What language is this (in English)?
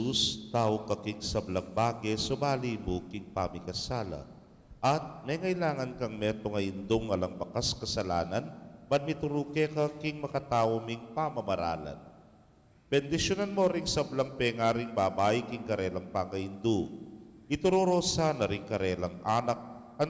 Pampanga